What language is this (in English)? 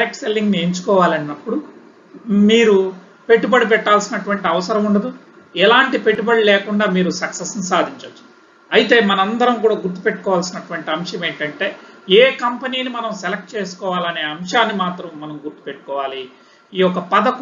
Telugu